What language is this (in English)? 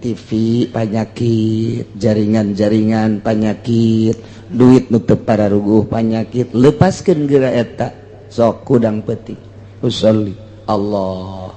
Sundanese